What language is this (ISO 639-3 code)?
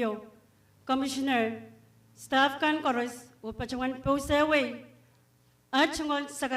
pon